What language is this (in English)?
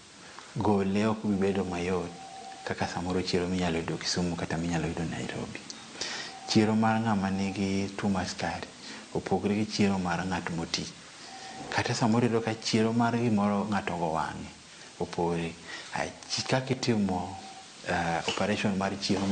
Luo (Kenya and Tanzania)